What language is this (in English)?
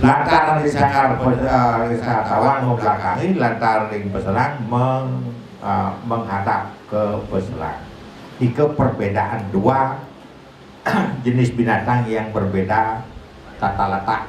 Balinese